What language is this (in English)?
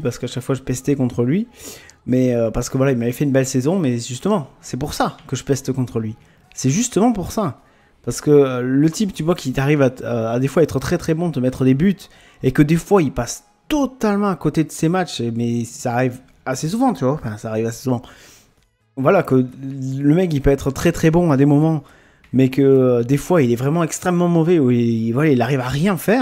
French